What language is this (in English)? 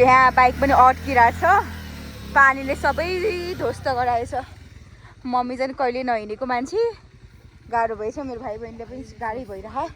Nepali